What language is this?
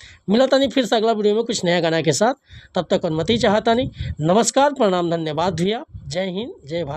Bhojpuri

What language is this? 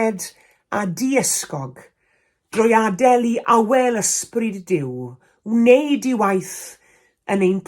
Welsh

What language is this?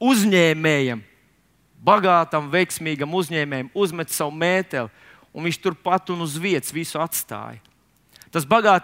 Latvian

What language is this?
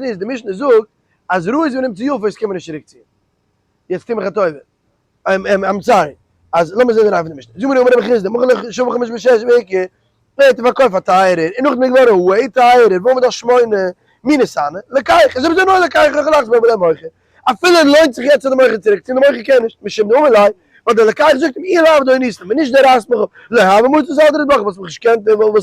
Yiddish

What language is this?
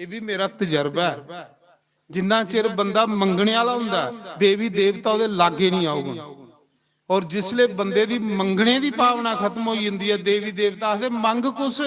Dogri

